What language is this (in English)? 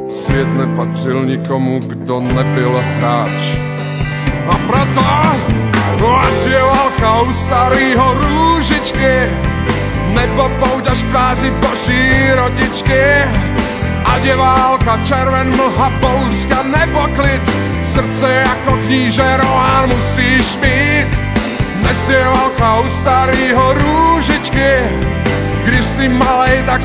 Czech